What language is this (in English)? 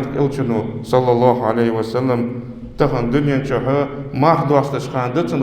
Ingush